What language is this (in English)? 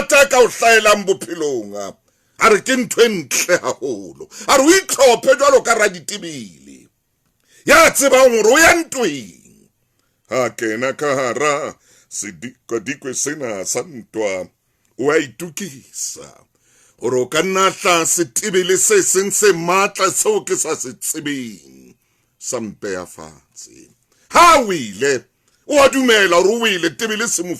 Southern Sotho